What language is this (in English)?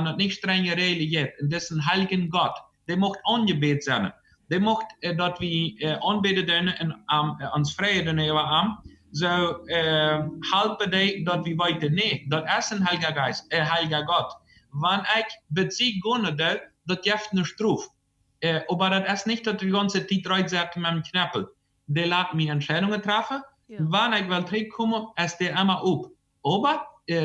Plautdietsch